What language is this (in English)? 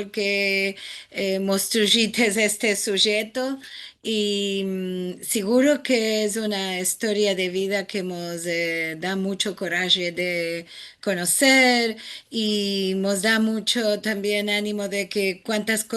Ladino